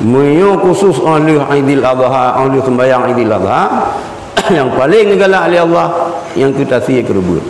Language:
Achinese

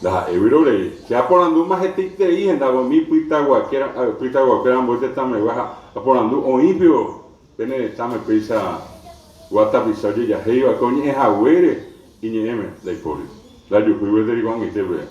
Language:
Guarani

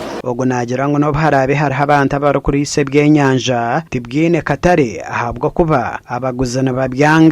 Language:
Nyankole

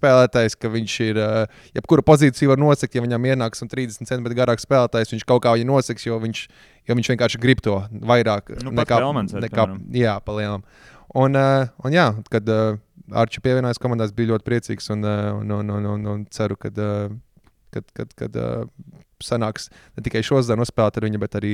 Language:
Latvian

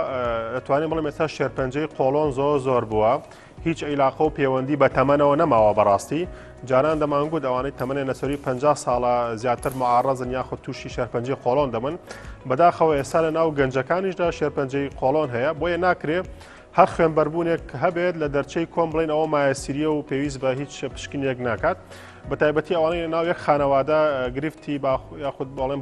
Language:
Central Kurdish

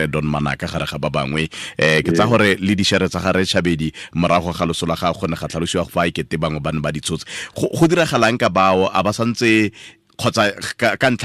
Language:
Tswana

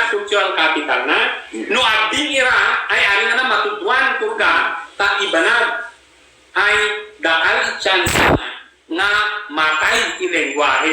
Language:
Ibanag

